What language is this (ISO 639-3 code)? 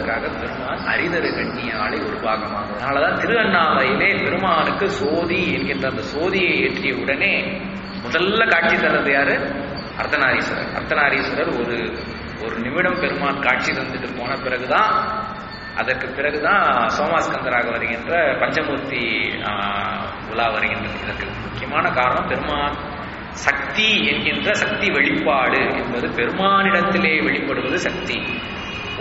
tam